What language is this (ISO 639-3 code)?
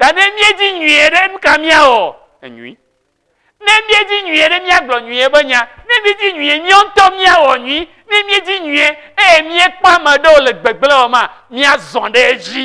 ewe